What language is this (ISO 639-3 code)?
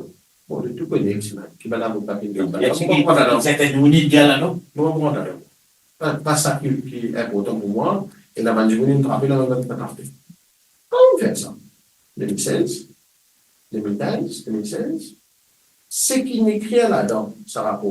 mfe